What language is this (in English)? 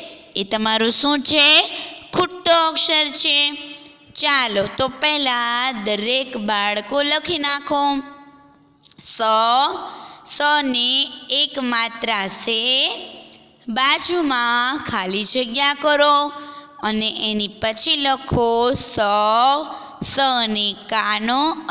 Gujarati